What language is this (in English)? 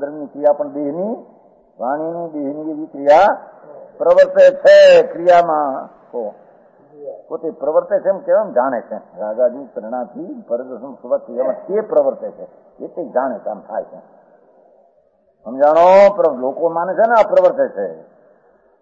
Gujarati